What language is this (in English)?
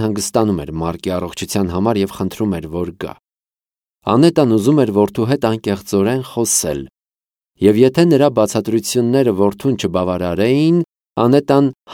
Armenian